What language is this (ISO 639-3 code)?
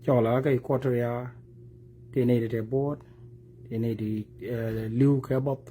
nus